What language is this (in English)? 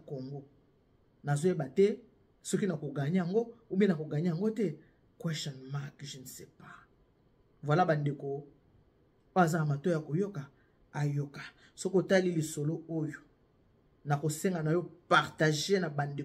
Lingala